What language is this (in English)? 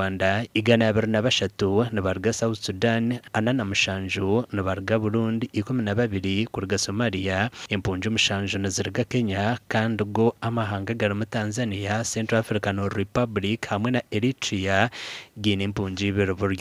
Nyankole